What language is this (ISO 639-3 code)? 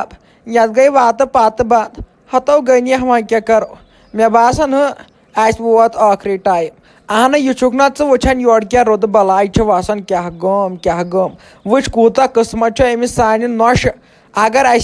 kas